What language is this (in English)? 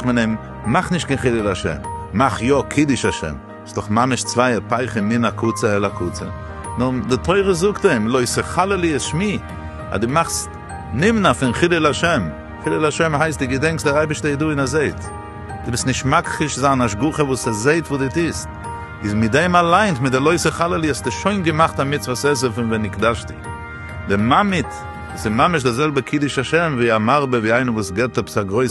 Yiddish